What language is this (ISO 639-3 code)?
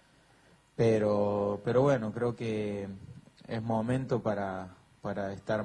spa